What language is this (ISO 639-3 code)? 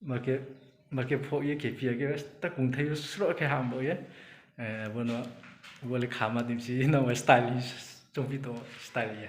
ria